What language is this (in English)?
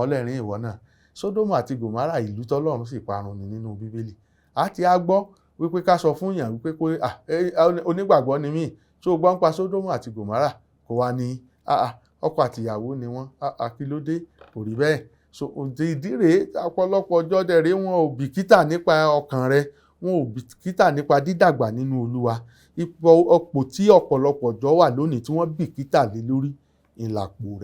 Yoruba